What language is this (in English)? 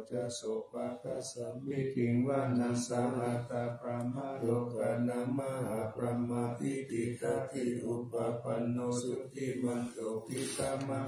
Pali